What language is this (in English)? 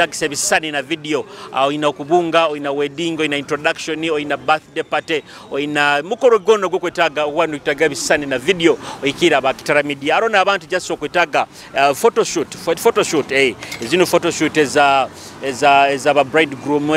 Nyoro